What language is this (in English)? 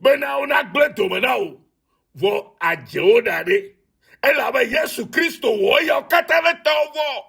Ewe